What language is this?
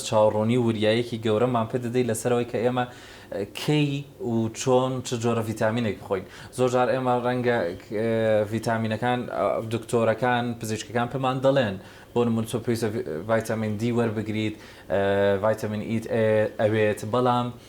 Central Kurdish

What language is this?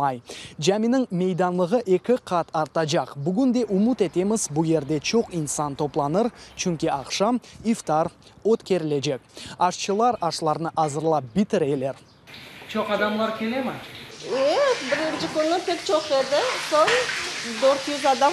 Crimean Tatar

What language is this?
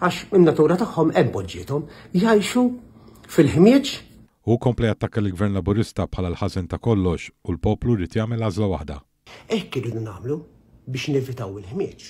Maltese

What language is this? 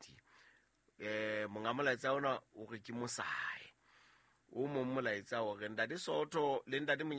Southern Sotho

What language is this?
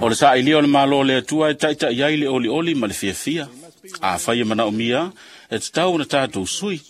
Samoan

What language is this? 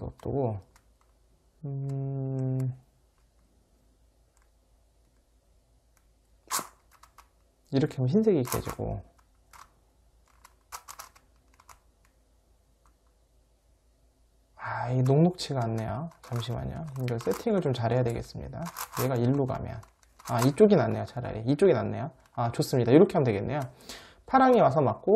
Korean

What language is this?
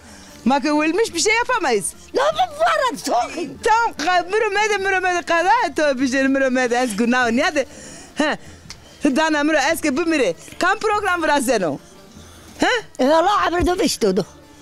Zaza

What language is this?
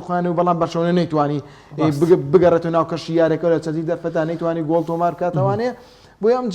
Central Kurdish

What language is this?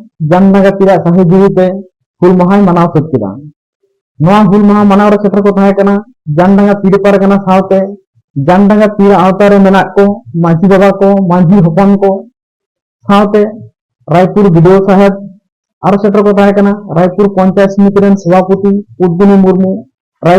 Santali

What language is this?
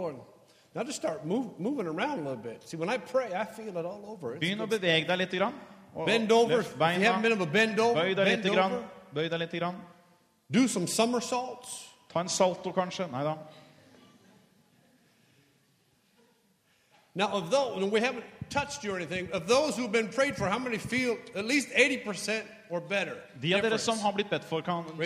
Norwegian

